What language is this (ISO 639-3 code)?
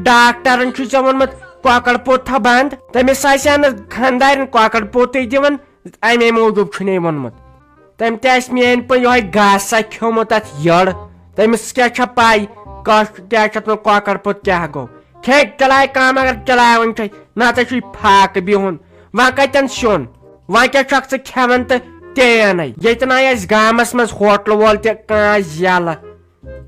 kas